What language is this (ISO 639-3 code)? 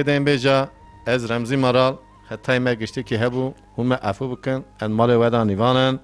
kur